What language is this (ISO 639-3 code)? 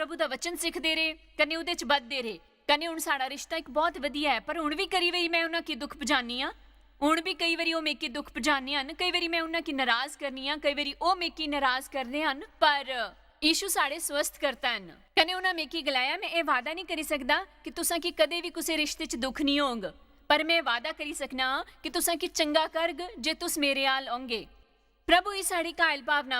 doi